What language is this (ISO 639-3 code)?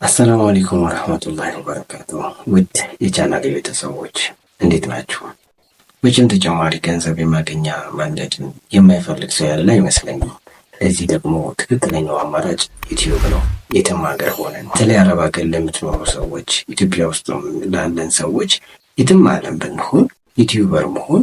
amh